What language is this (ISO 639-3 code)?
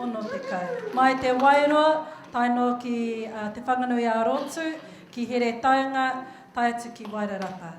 mri